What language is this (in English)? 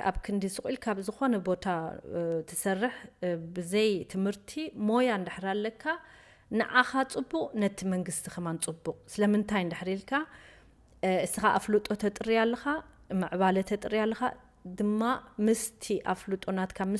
Tigrinya